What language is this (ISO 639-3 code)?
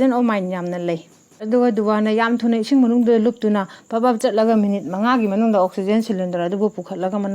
mni